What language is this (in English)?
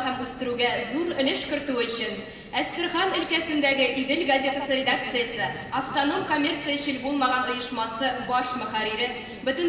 Tatar